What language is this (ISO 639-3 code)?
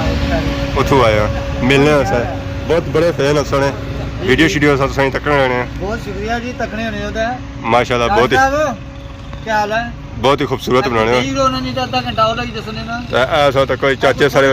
phr